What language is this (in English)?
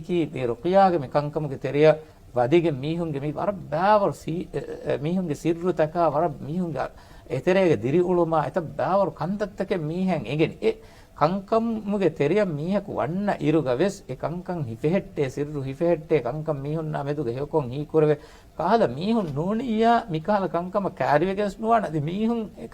Divehi